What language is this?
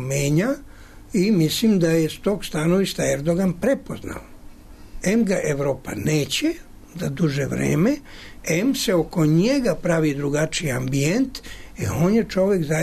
Serbian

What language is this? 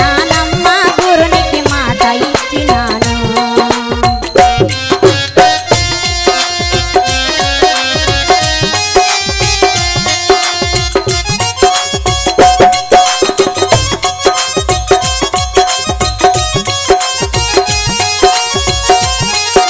Telugu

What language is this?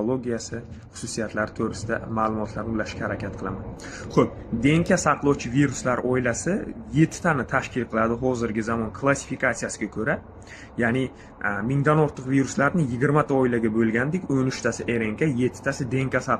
Uzbek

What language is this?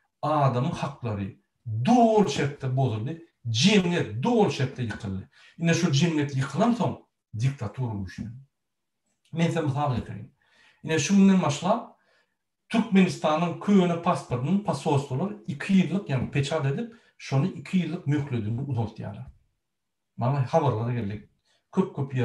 Turkmen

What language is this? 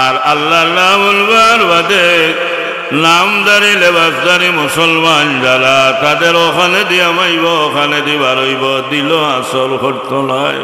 Sylheti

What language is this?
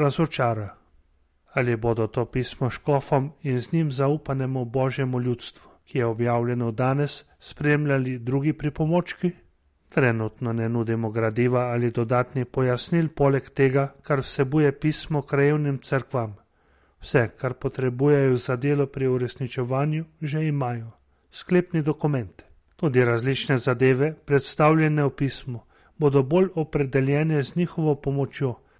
Slovenian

